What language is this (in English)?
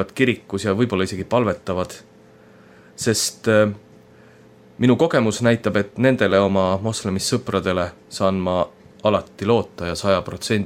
Estonian